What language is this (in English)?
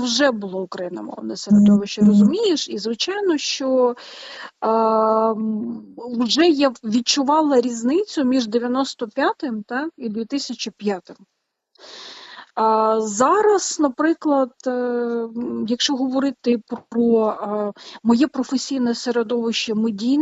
Ukrainian